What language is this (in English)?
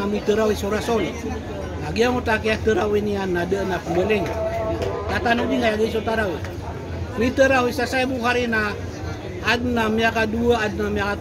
Maranao